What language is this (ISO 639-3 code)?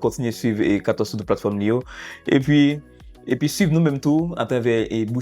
hat